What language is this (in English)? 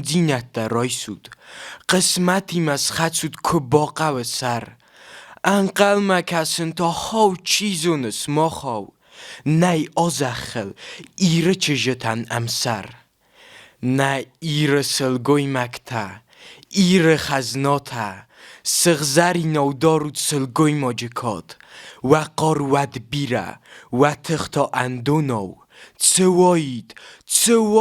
Ossetic